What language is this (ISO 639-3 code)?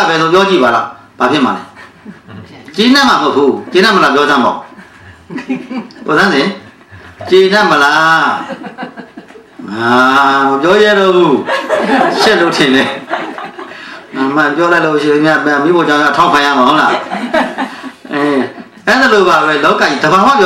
mya